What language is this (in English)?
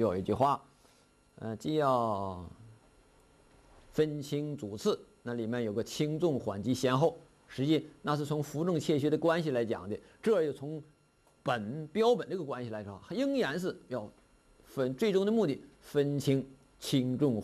Chinese